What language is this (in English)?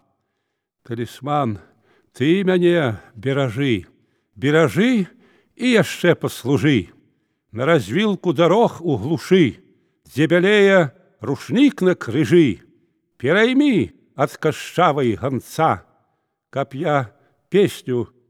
Belarusian